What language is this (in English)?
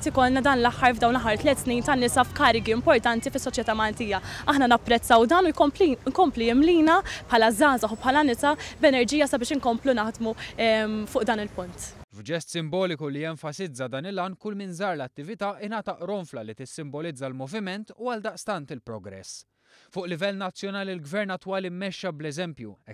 Maltese